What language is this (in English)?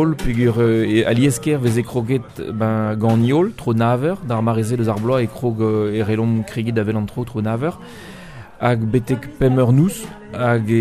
Breton